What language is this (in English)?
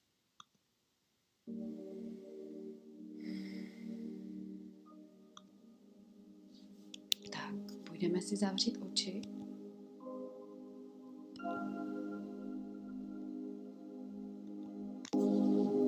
Czech